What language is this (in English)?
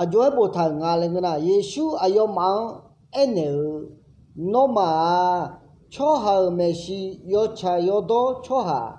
Akha